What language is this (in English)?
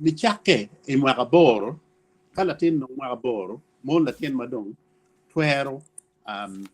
Acoli